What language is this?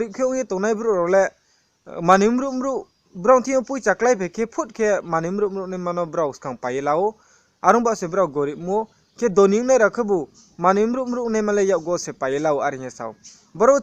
Riang (India)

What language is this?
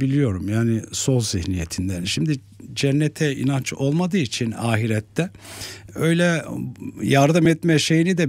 Turkish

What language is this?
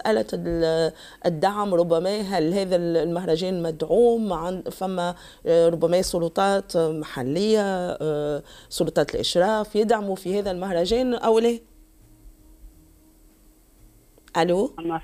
Tunisian Arabic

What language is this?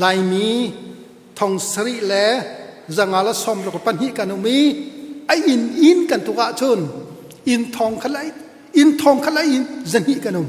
Hakha Chin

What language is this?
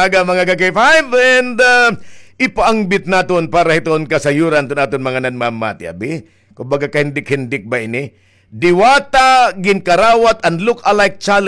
Waray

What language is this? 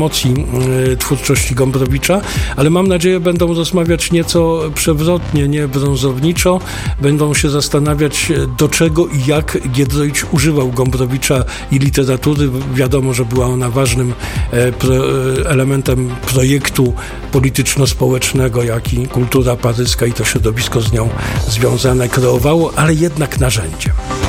Polish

